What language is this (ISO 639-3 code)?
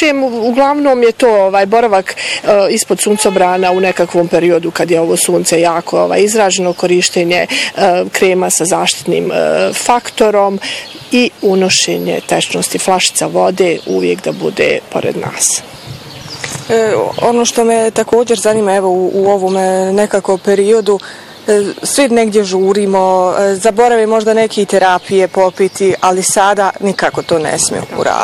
bos